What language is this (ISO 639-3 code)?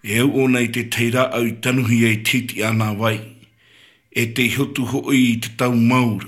tah